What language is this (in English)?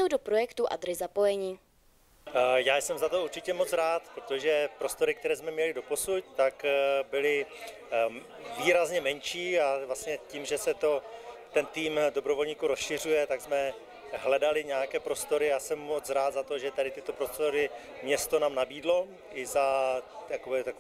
Czech